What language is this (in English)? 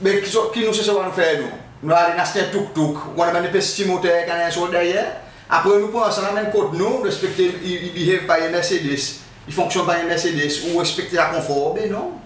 Seselwa Creole French